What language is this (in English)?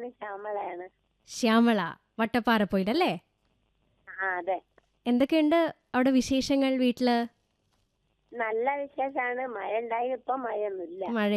Malayalam